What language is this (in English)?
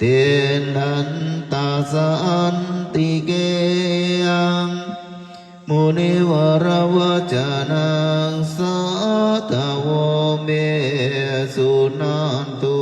Pali